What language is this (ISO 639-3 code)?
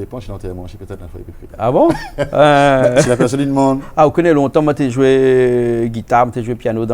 rcf